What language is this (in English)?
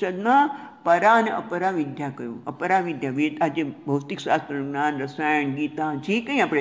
Gujarati